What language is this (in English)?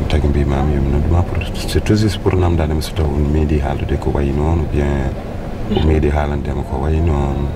Fula